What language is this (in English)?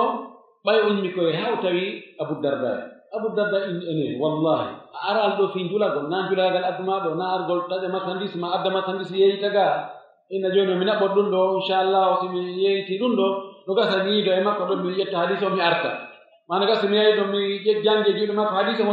Pular